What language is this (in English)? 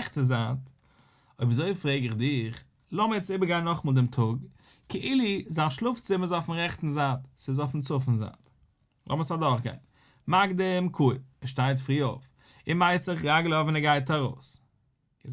Yiddish